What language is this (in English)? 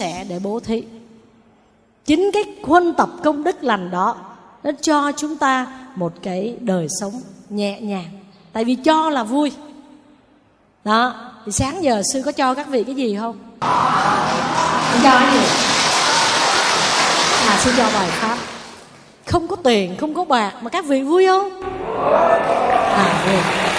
Vietnamese